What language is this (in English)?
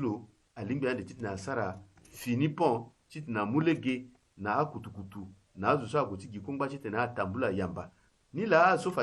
Sango